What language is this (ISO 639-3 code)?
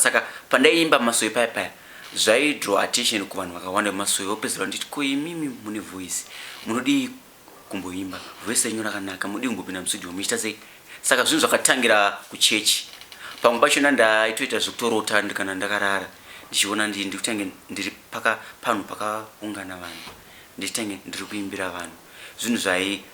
sna